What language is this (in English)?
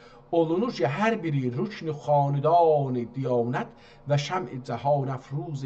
South Azerbaijani